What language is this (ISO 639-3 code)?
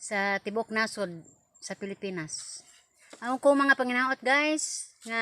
ceb